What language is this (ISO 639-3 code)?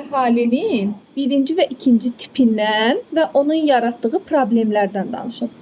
aze